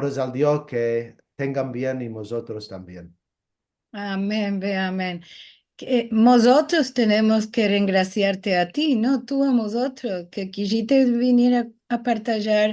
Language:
Ladino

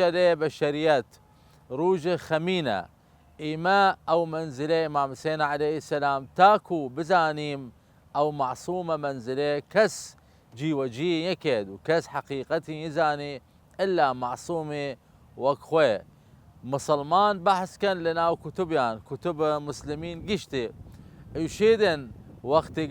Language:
Southern Kurdish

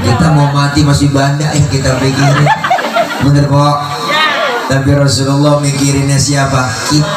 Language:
Betawi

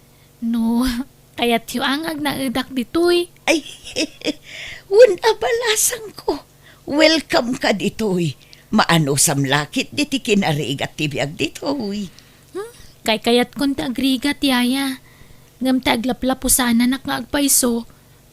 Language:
Iloko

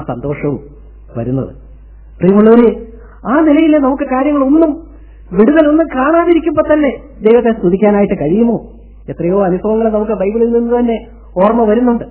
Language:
Malayalam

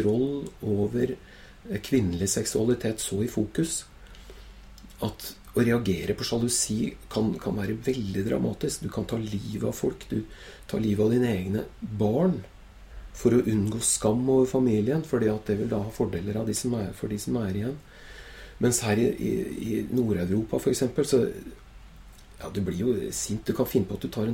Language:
Norwegian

